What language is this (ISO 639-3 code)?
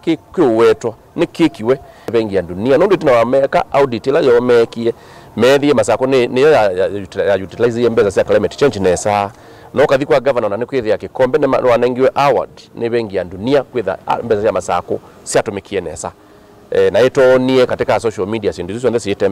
kam